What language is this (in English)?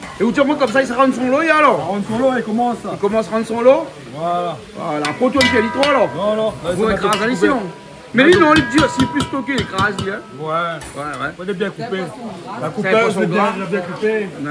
Réunion Creole French